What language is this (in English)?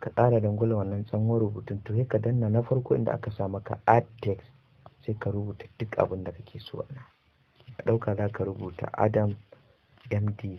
Hausa